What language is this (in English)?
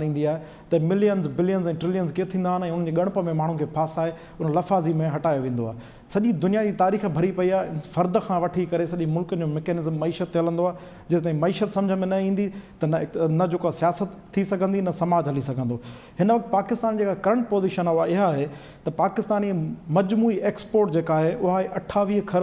Sindhi